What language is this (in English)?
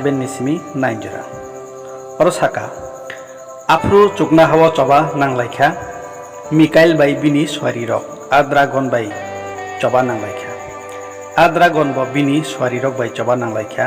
Kok Borok